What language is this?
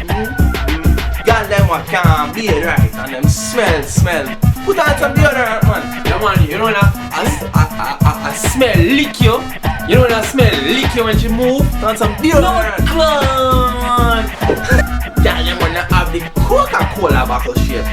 Jamaican Creole English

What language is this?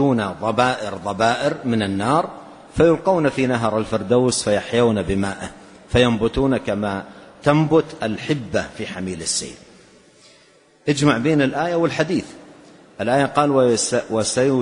Arabic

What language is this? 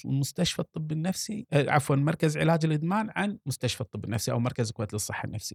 Gulf Arabic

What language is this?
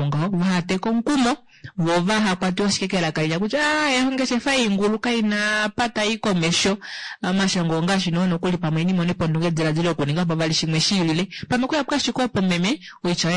Kuanyama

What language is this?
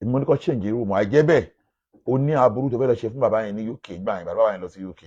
Yoruba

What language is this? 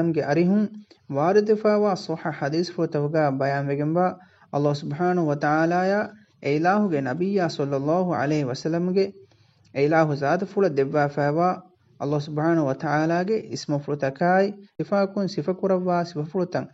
Divehi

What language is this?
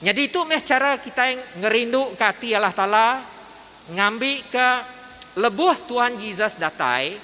Iban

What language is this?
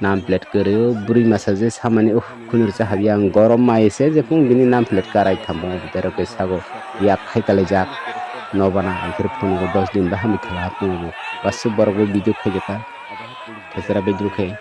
Kok Borok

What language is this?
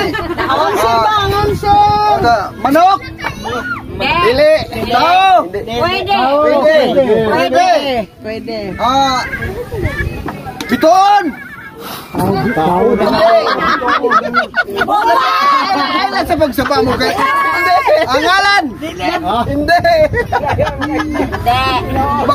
Cebuano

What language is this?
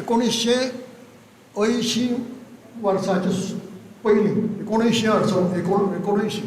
Konkani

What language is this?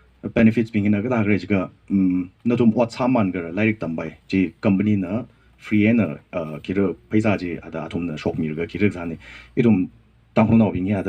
Tangkhul Naga (India)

